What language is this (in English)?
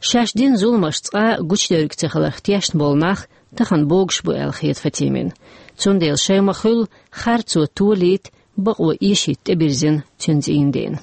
Chechen